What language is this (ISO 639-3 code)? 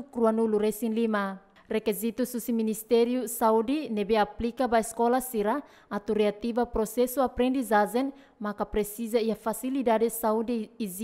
tet